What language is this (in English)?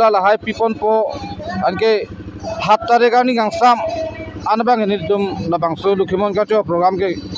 Karbi